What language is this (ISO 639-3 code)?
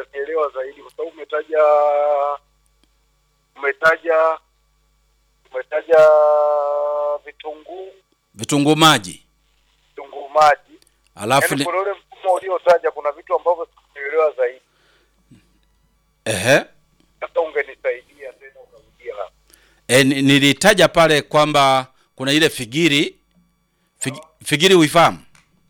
swa